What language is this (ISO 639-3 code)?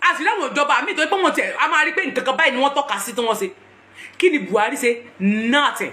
yor